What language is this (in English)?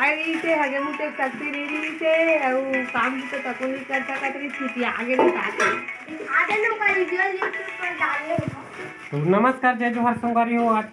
Chhattisgarhi